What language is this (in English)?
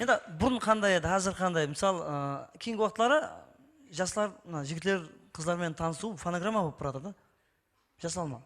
Kara-Kalpak